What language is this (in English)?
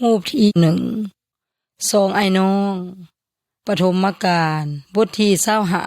Yoy